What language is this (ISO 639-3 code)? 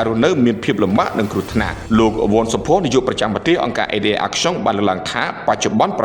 khm